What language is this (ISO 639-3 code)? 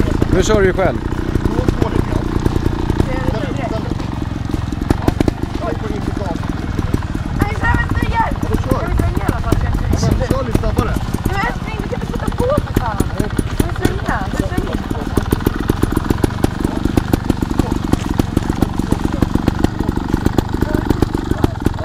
swe